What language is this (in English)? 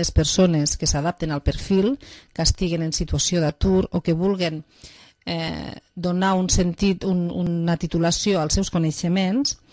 Catalan